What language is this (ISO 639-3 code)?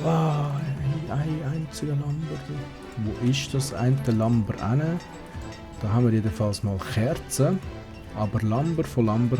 gsw